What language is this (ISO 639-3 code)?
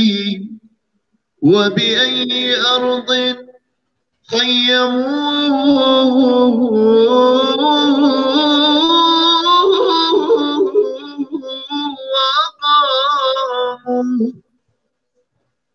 ara